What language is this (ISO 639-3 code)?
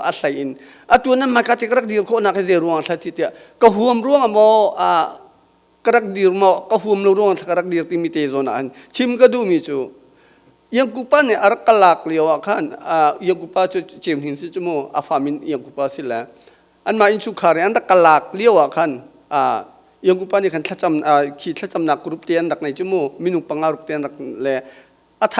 cnh